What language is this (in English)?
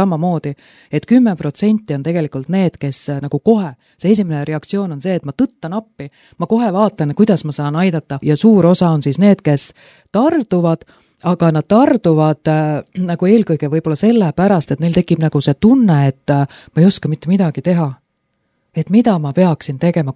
Estonian